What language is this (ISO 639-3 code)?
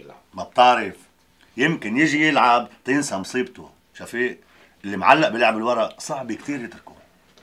apc